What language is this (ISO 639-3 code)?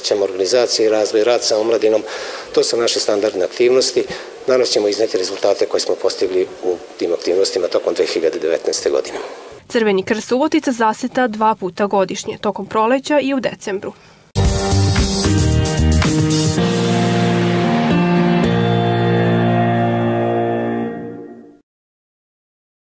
srp